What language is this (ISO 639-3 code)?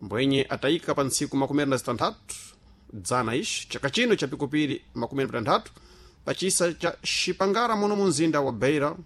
seh